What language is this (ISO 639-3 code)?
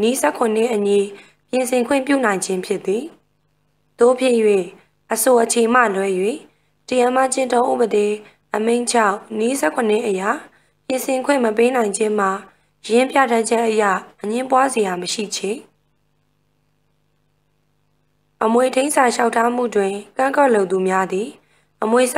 mya